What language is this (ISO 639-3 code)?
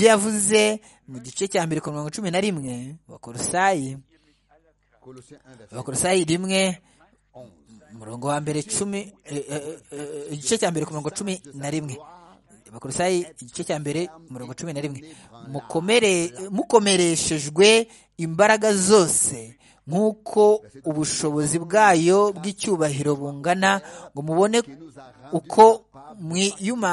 kin